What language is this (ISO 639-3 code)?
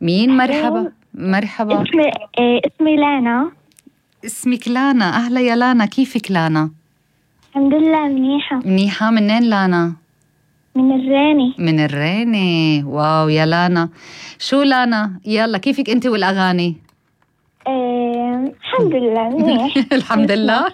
apc